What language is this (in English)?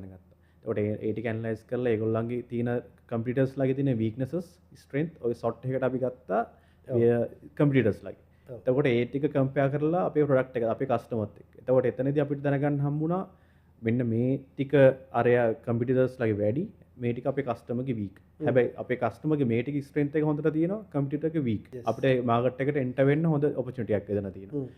Sinhala